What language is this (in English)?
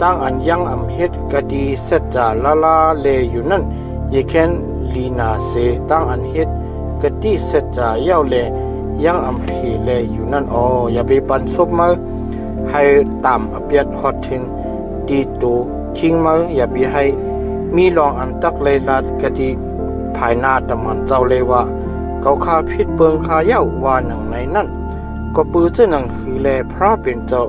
Shan